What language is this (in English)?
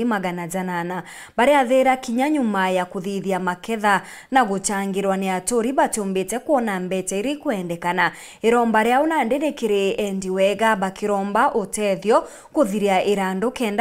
Meru